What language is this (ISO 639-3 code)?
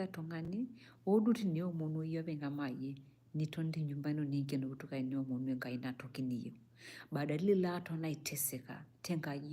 mas